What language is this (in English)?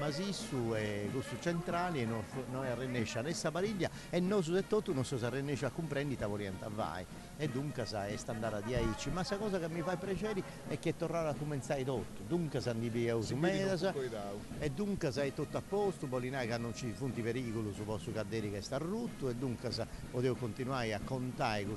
Sardinian